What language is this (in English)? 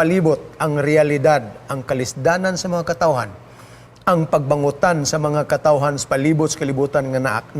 Cebuano